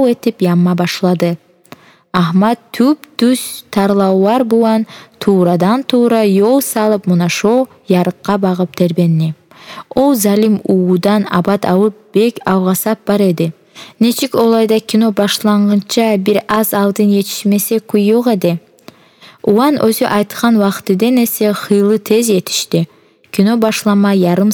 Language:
Kumyk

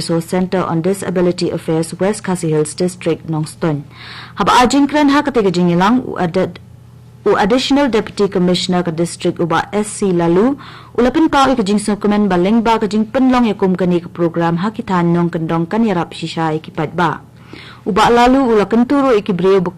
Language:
Khasi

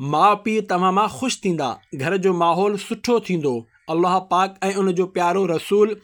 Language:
Sindhi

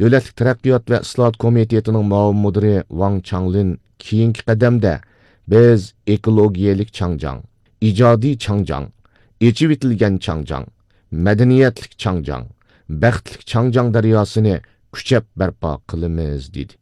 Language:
Uyghur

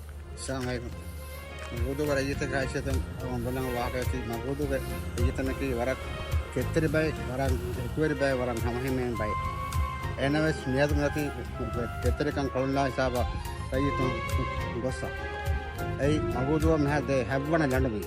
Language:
Divehi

